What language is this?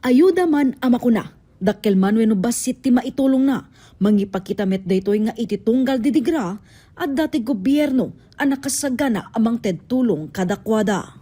Iloko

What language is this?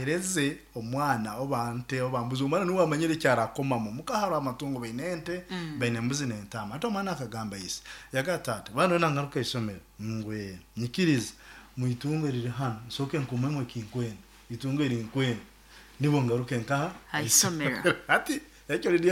Nyoro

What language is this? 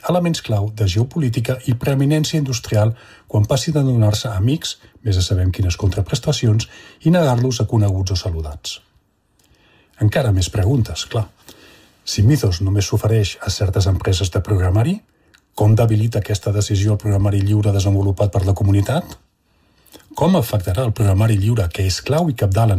Catalan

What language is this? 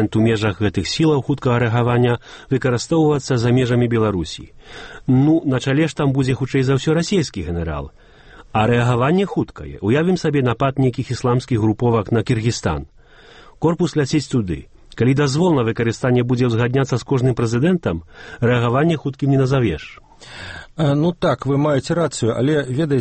Belarusian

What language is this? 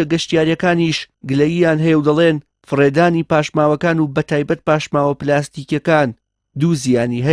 Central Kurdish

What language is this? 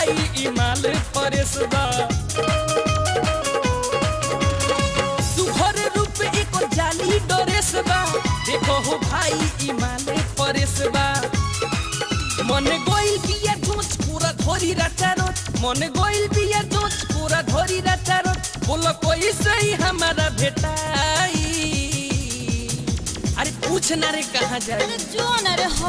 Bhojpuri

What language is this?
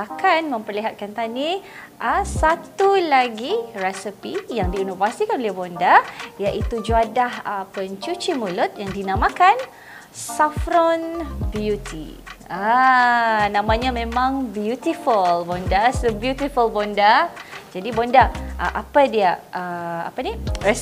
Malay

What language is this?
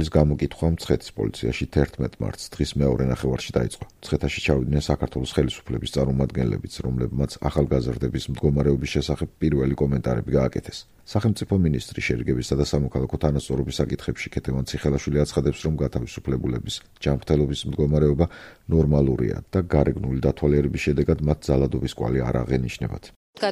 Georgian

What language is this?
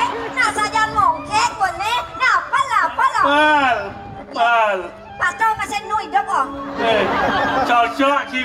Balinese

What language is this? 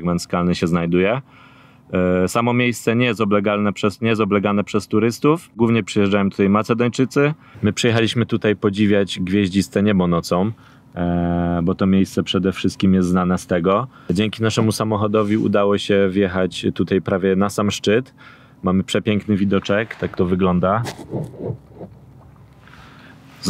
Polish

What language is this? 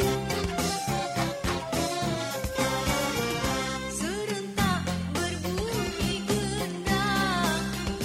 Indonesian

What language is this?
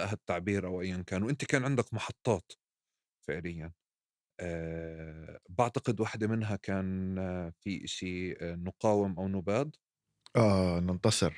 North Levantine Arabic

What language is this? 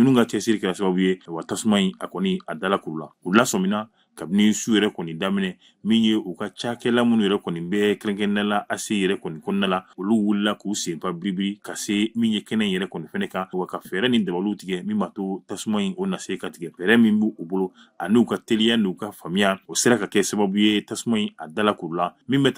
Bambara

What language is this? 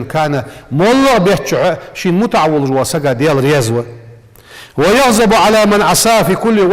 Ingush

